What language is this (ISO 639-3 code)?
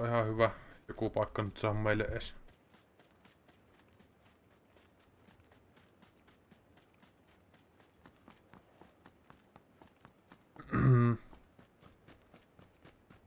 fin